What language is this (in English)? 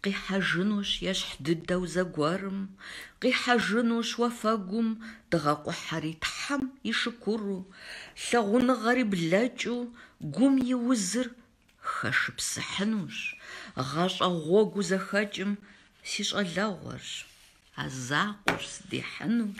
Kabardian